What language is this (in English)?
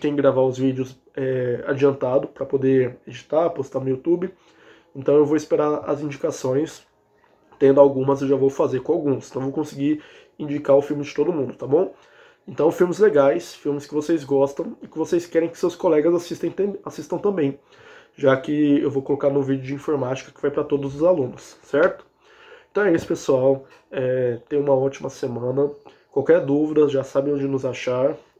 Portuguese